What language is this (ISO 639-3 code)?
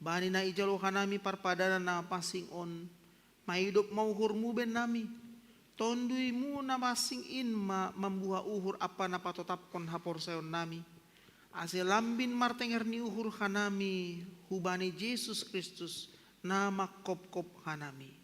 bts